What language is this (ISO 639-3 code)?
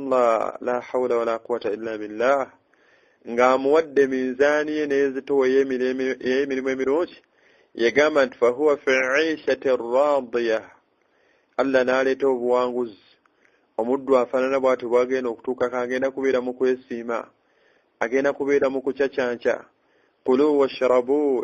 lug